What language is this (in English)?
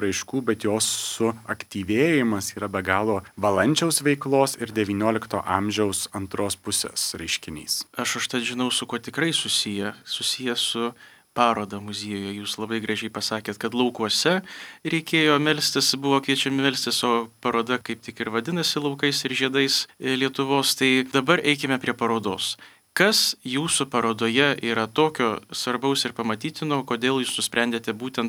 Lithuanian